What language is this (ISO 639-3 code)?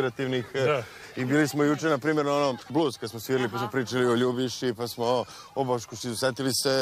srp